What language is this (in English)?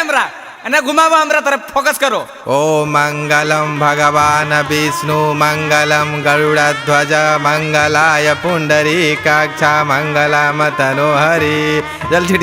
Magahi